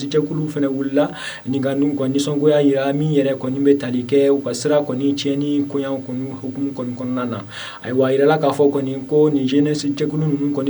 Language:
Bambara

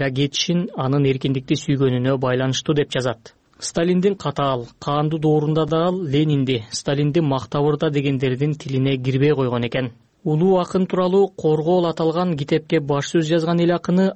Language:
Kyrgyz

